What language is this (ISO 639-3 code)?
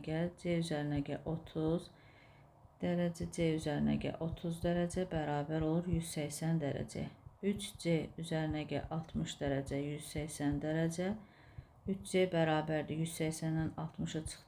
aze